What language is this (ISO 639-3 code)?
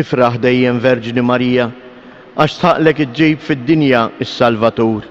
mlt